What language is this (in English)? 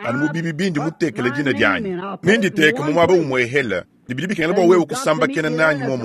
Luba-Lulua